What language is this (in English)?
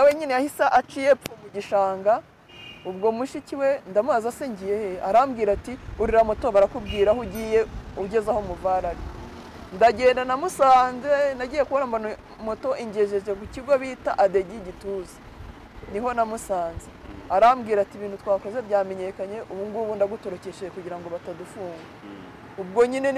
Kinyarwanda